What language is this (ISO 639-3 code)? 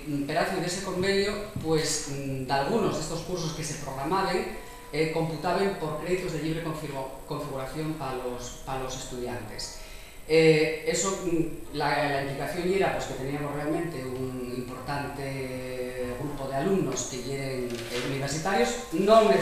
ast